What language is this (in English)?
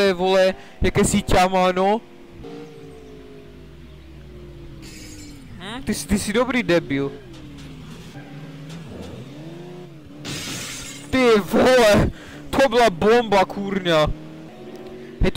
Czech